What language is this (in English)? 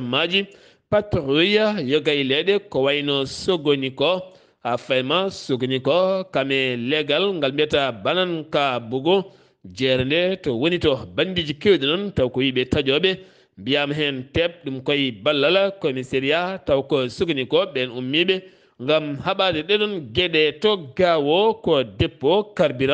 Fula